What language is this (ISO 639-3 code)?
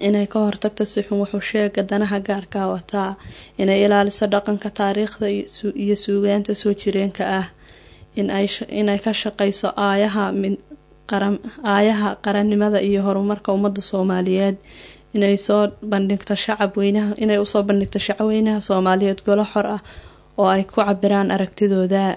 som